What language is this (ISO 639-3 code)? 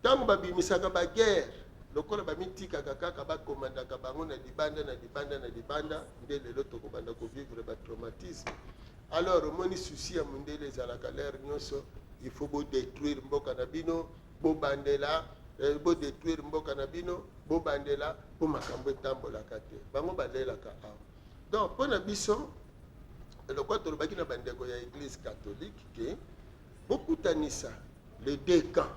lin